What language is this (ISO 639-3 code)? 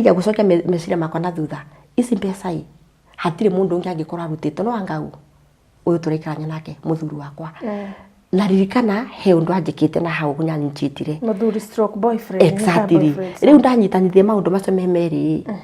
kik